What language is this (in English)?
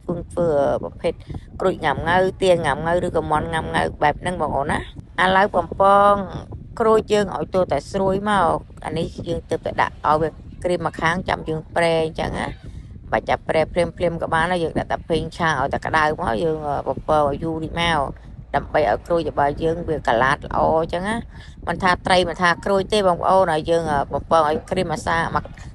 Khmer